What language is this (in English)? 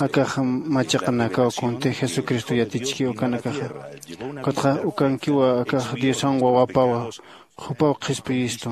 Aymara